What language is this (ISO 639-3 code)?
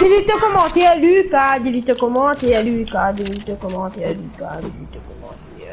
mfe